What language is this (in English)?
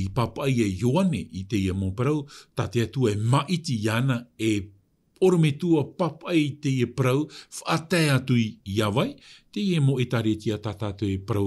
Tahitian